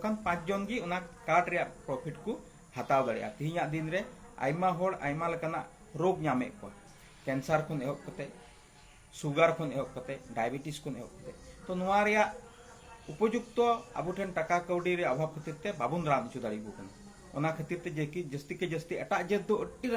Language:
Santali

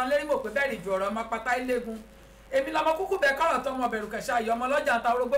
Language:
Yoruba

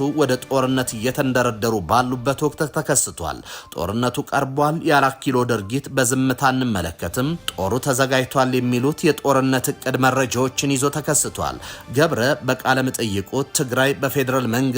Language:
Amharic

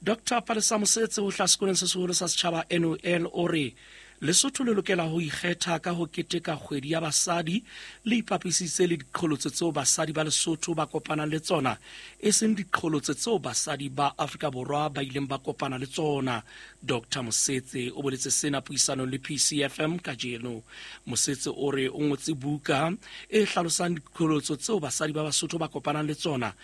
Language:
Southern Sotho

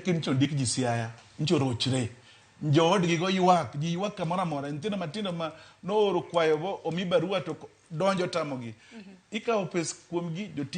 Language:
Luo (Kenya and Tanzania)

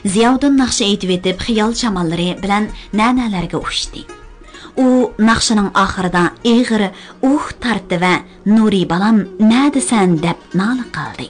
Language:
Uyghur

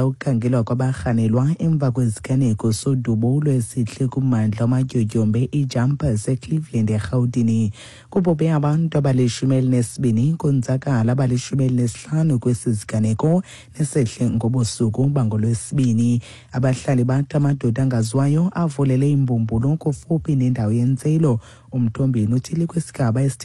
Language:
Xhosa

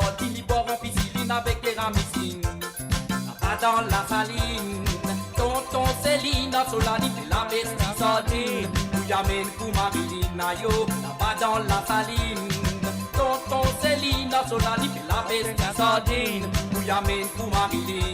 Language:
Morisyen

